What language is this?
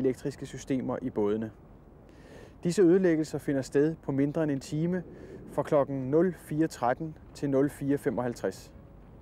Danish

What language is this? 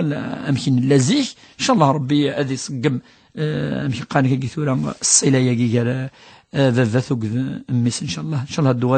Kabyle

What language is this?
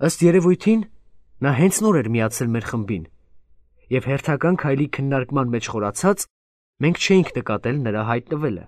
Armenian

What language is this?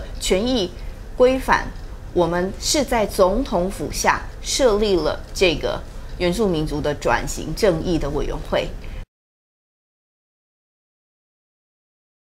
Chinese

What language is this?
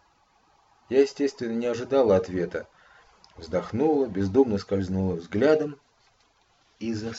Russian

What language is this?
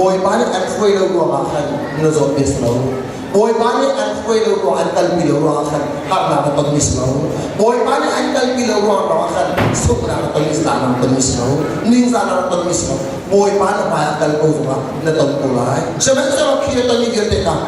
Hakha Chin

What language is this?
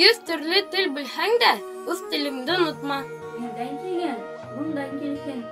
Bashkir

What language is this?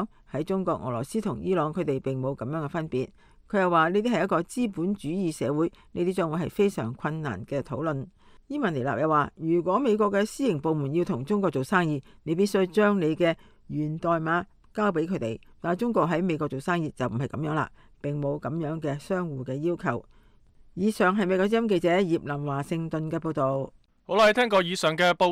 Cantonese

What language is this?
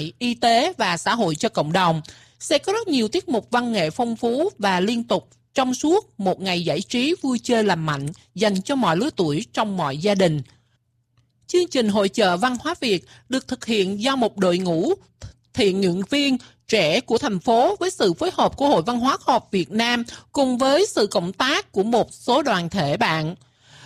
Vietnamese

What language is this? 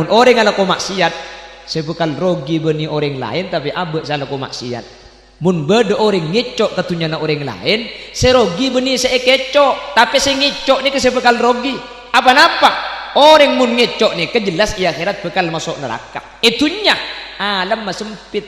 Madurese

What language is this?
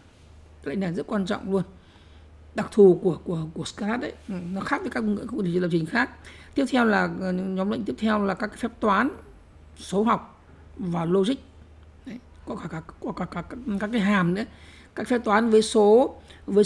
Vietnamese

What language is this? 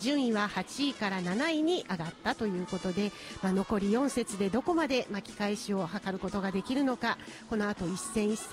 Japanese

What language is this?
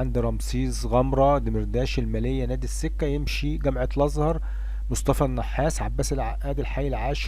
Egyptian Arabic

